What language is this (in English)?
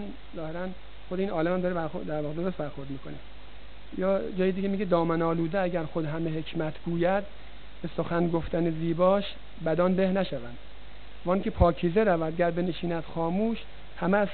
Persian